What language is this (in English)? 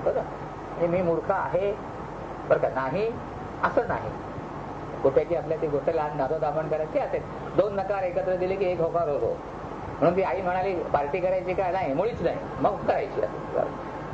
Marathi